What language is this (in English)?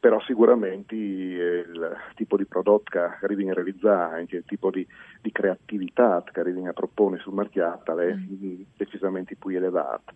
Friulian